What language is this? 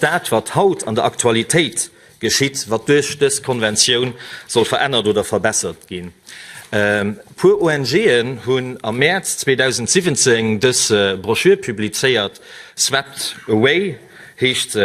Luxembourgish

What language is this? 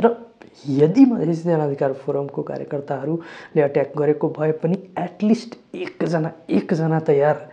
Nepali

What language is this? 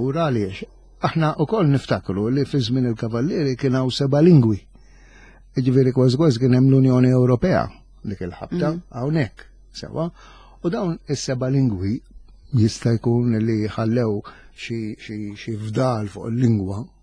Maltese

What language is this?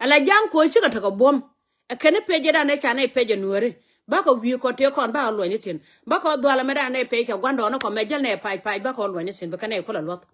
Nuer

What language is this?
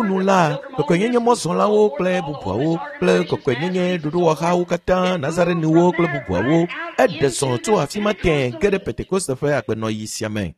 Ewe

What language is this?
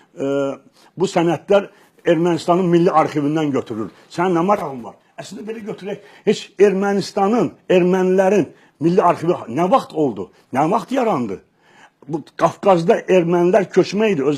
Azerbaijani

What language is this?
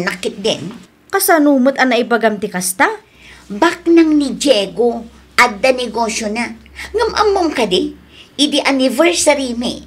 Iloko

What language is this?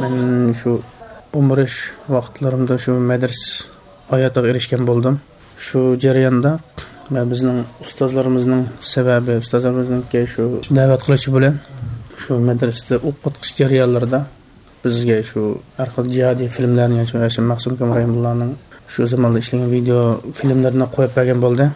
Uyghur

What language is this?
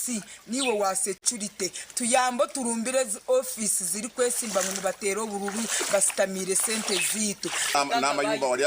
Nyankole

